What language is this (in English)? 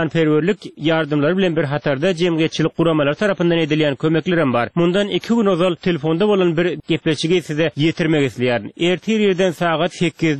Turkmen